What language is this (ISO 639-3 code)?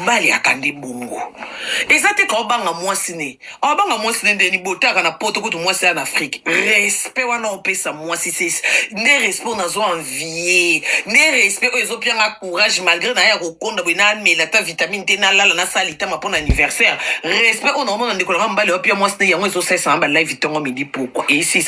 lin